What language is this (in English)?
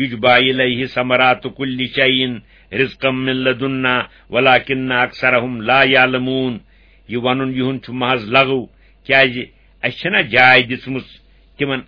Kashmiri